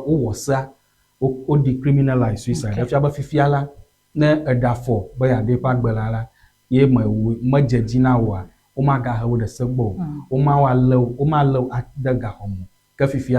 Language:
Ewe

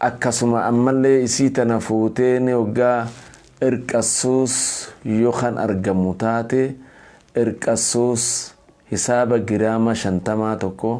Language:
Oromo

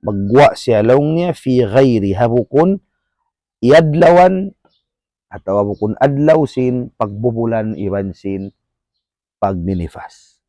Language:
Tausug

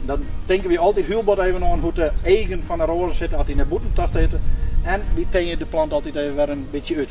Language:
Western Frisian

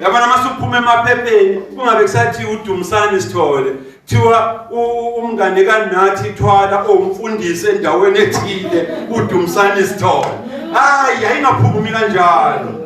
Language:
Zulu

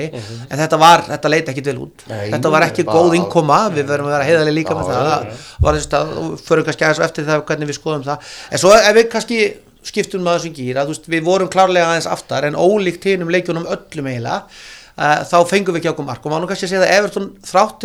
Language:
Icelandic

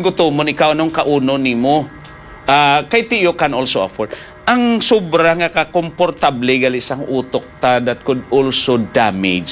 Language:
Hiligaynon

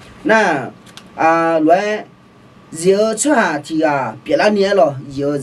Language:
Akha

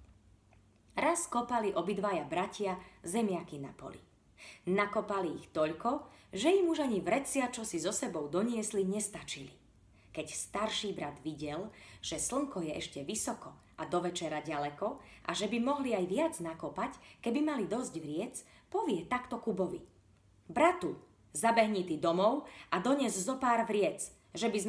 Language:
Slovak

